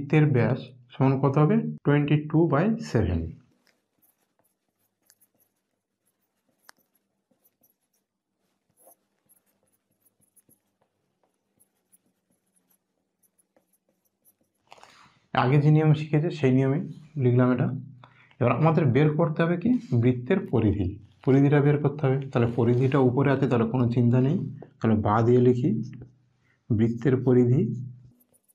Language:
Bangla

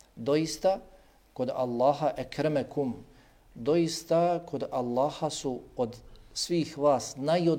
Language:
Bosnian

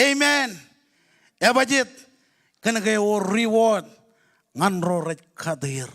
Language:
Marshallese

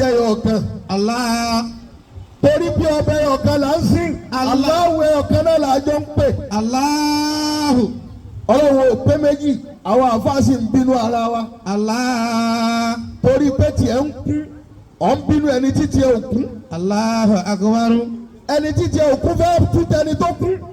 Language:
Yoruba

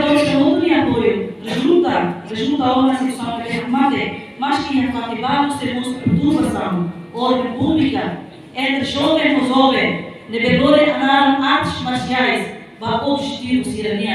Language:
Tetum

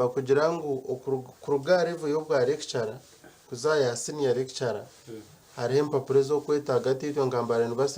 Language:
Nyankole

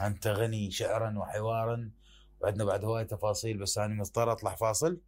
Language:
Mesopotamian Arabic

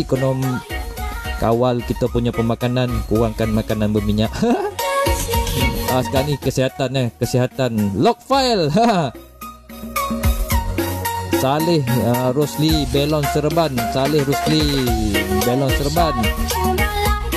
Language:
Malay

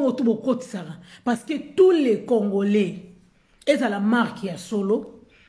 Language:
Lingala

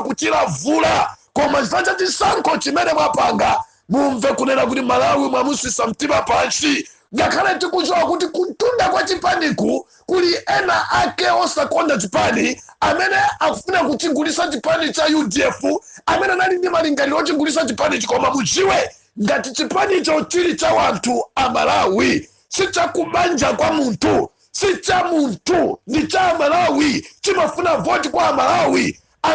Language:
Nyanja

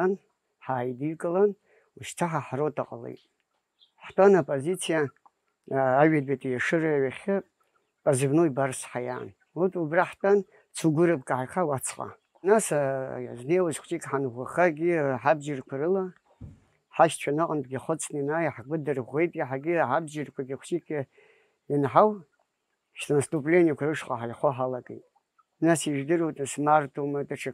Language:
Abkhazian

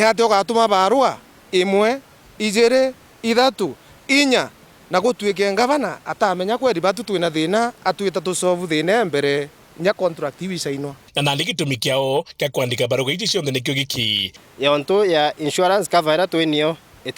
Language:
Meru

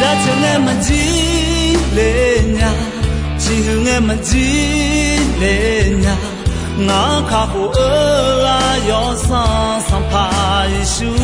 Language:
Akha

